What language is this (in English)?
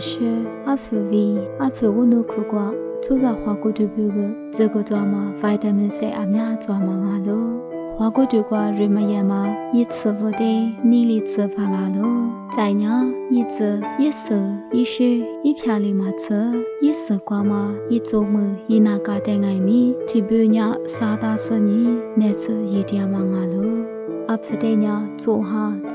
Lisu